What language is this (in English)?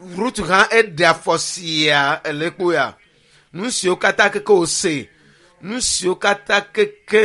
Ewe